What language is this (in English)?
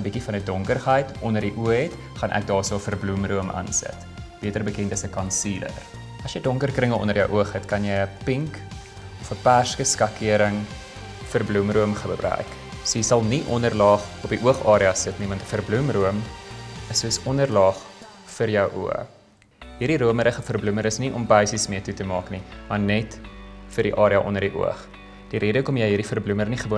Afrikaans